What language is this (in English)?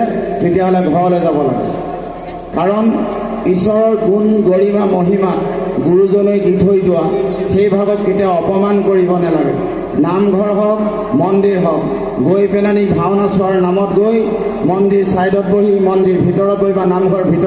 Assamese